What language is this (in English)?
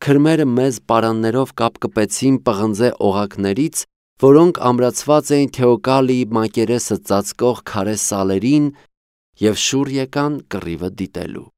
Armenian